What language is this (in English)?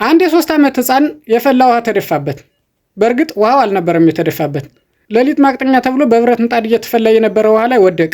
Amharic